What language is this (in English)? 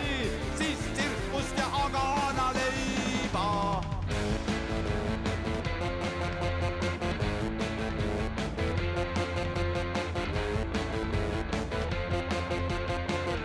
Estonian